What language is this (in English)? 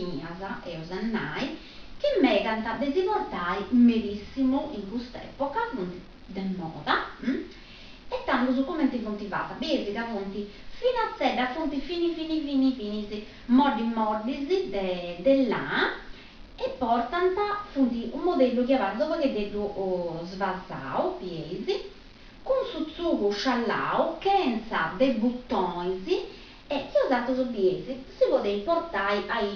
Sardinian